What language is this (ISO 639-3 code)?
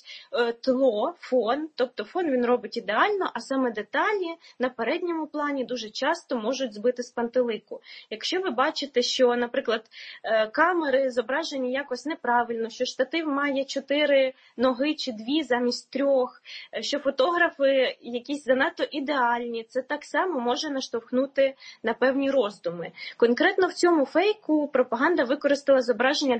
ukr